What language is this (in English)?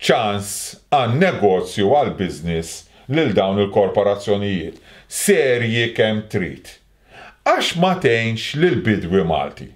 Maltese